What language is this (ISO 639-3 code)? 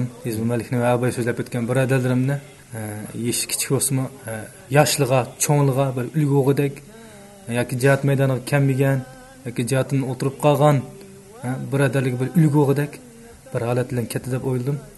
uig